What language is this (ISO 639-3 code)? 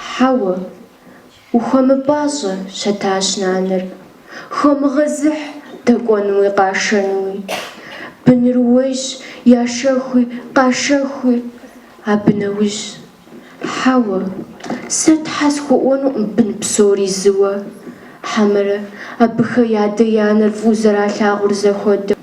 kbd